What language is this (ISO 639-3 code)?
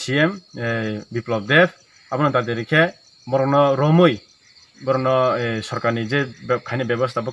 trp